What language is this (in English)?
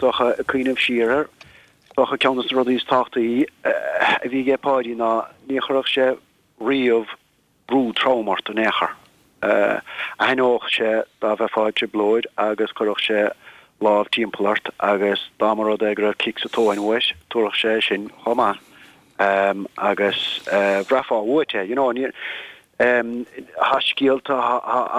Irish